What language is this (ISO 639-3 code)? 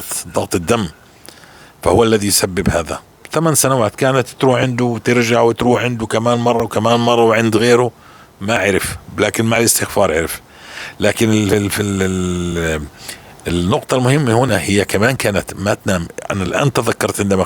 apc